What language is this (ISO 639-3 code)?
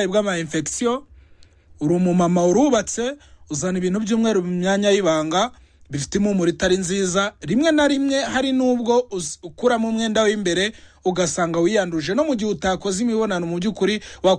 kin